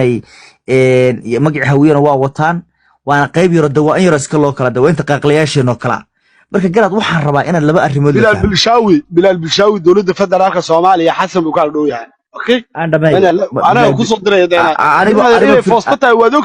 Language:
Somali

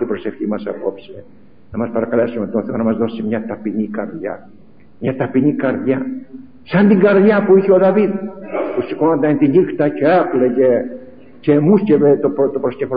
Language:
Greek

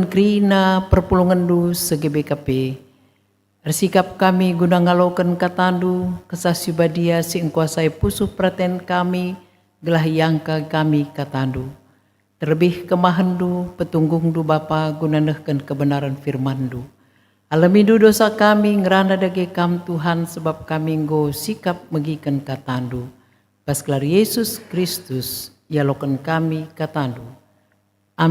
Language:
Batak Karo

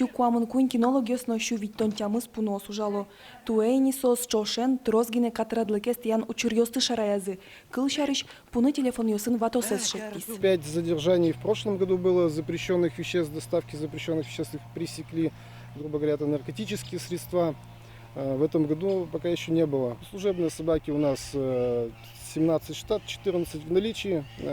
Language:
Udmurt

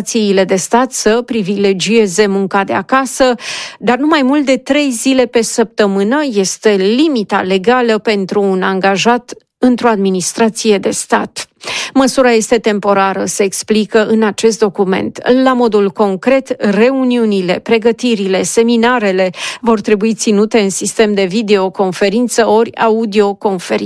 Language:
Romanian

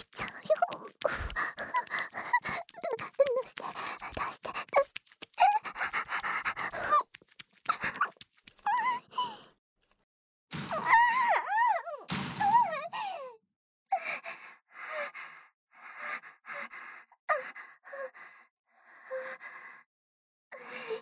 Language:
Japanese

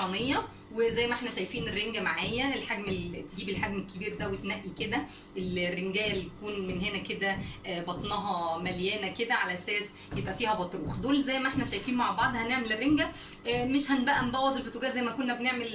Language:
Egyptian Arabic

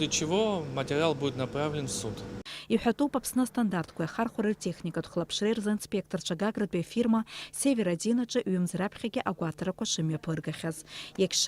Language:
Abkhazian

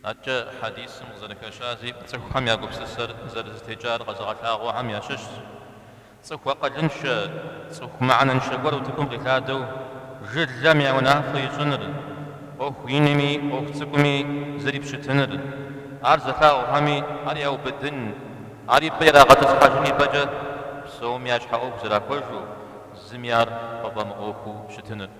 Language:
Kabardian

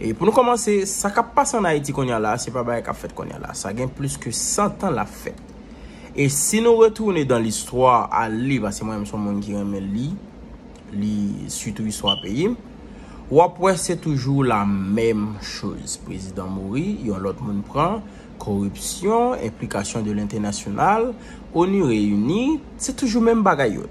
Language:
Haitian Creole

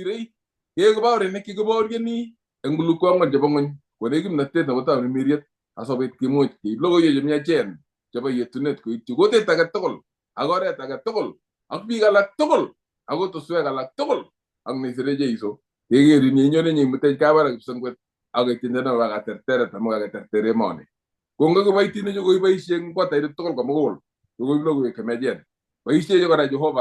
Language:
Kalenjin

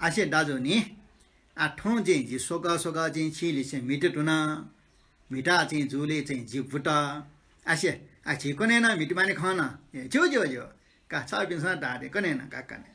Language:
Newari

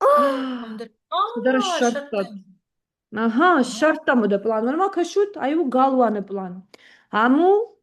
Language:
Ossetic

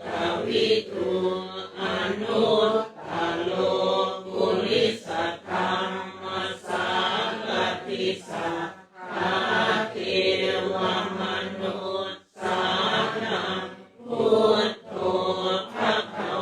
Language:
Pali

